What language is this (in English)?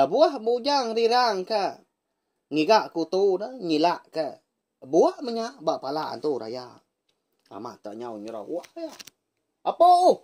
Iban